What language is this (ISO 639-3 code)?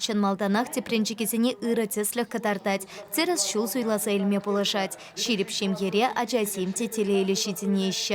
chv